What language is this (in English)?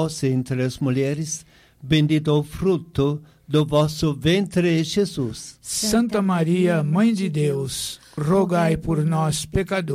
Portuguese